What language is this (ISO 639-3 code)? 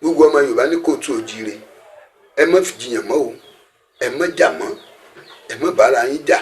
yor